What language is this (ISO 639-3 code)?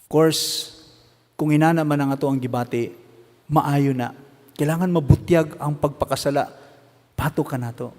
ceb